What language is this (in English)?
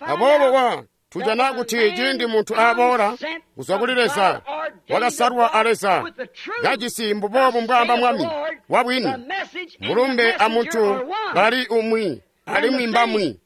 Tonga (Zambia)